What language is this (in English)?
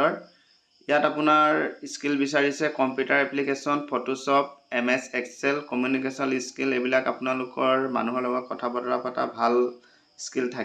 Assamese